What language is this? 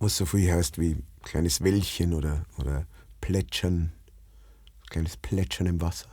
Bavarian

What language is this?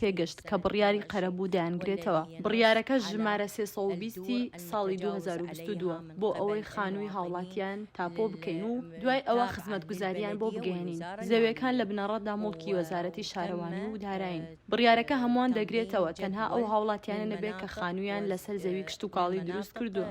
Central Kurdish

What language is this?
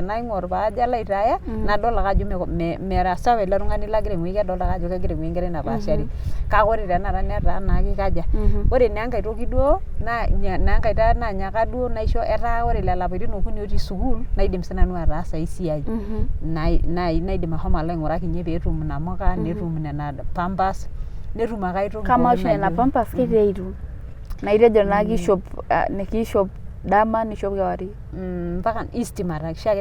Masai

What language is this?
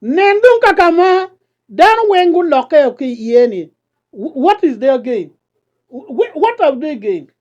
Acoli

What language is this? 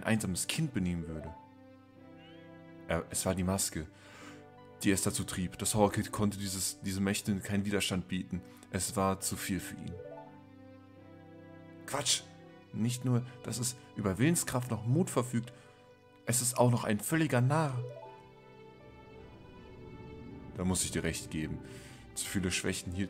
German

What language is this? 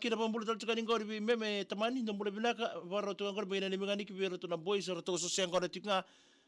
Fijian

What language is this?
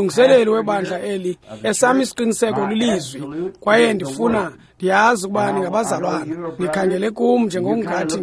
Xhosa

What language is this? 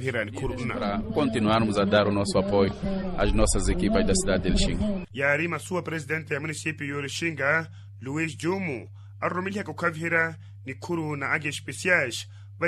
Makhuwa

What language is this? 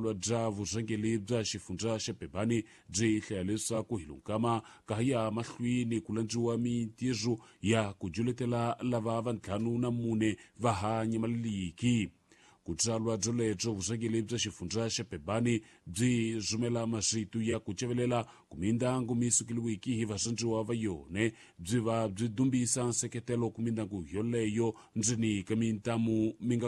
Tsonga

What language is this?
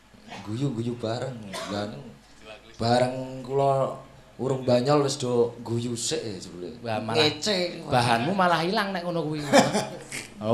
Javanese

